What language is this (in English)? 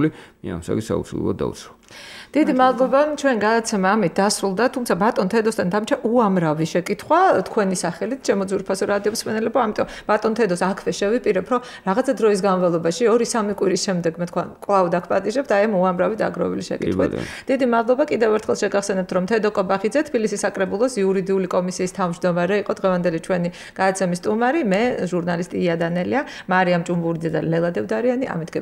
Georgian